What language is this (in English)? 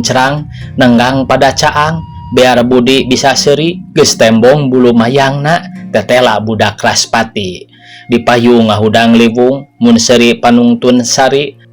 Sundanese